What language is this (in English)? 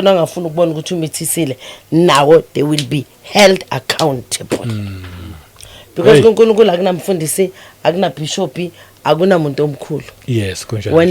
Zulu